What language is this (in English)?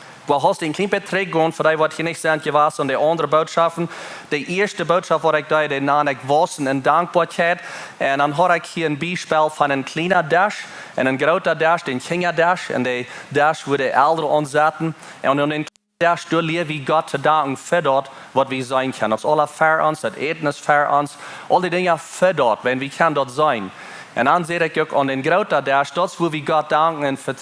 Plautdietsch